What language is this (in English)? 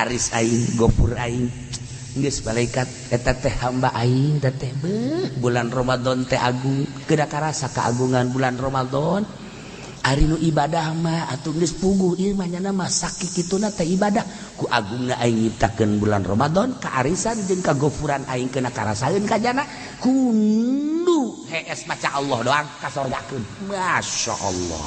Sundanese